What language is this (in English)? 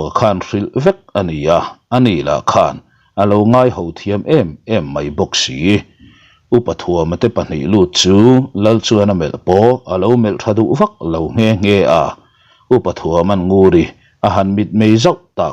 Mizo